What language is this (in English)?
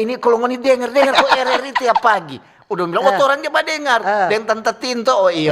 Manado Malay